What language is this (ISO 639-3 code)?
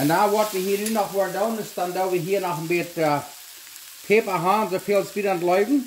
pdt